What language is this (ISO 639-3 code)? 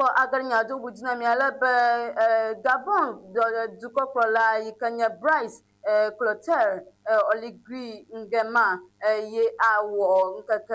ewe